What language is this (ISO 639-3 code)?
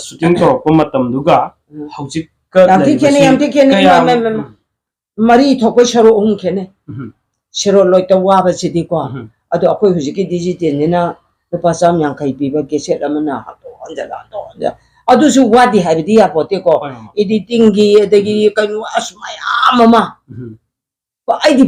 mni